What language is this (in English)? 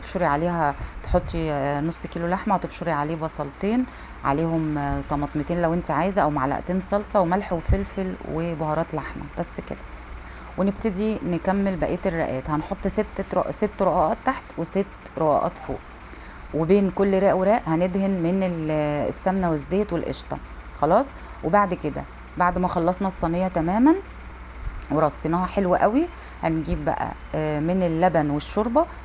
Egyptian Arabic